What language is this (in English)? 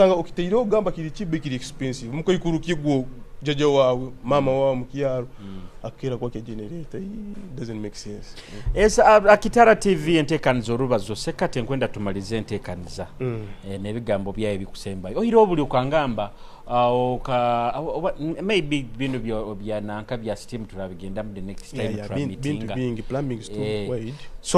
Nyoro